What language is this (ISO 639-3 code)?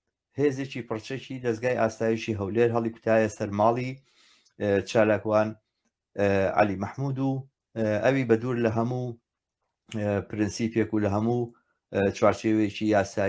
ckb